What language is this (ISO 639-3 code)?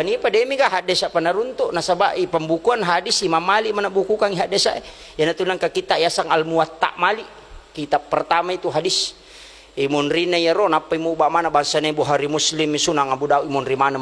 bug